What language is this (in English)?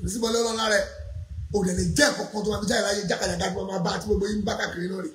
Yoruba